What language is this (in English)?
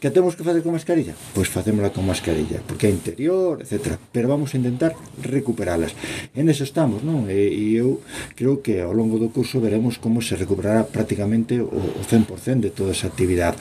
Galician